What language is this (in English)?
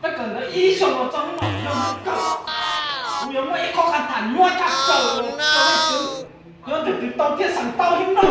Hmong